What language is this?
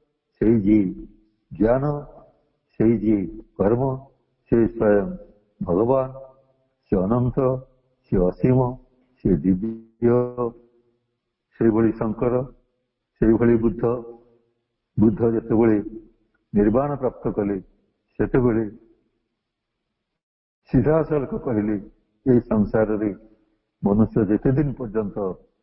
Odia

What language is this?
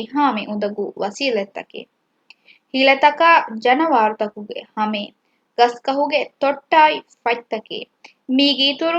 Divehi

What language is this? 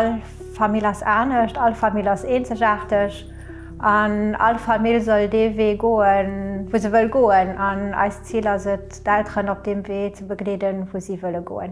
Luxembourgish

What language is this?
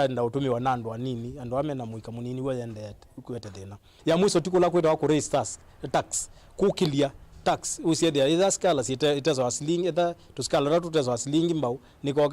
Kamba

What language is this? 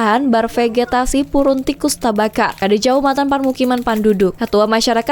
Banjar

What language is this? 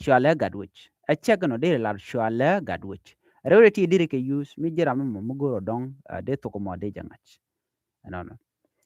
Nuer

